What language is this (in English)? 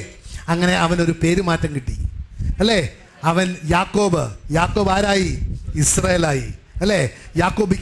Malayalam